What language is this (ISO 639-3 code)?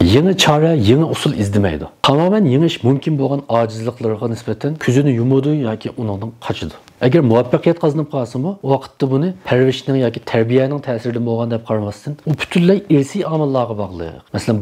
uig